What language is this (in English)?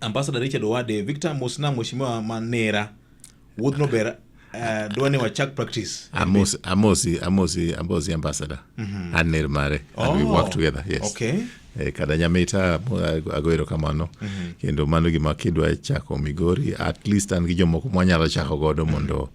Luo (Kenya and Tanzania)